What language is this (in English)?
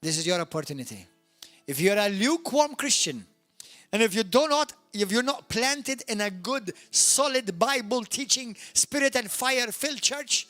English